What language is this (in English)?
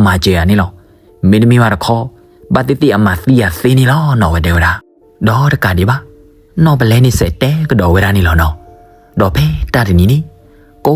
S'gaw Karen